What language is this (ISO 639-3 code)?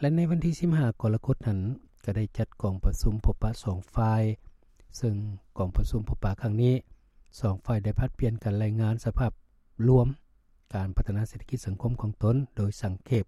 lao